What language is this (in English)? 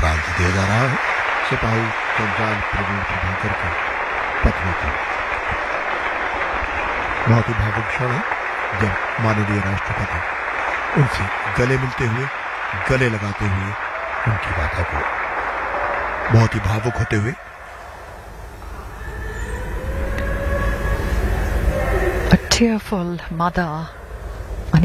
Hindi